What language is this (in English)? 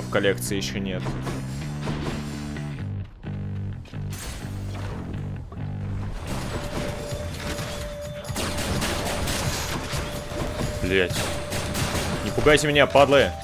Russian